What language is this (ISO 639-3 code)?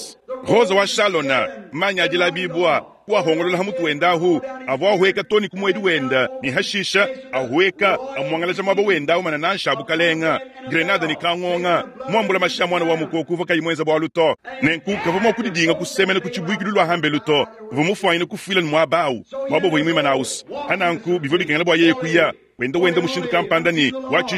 lua